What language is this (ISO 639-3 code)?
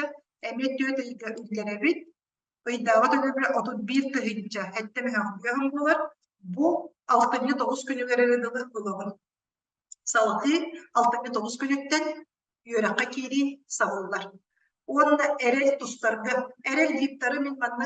sah